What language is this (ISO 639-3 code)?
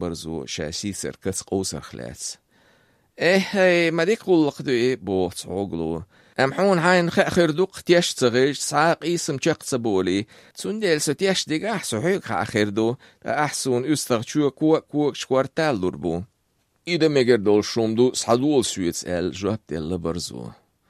aze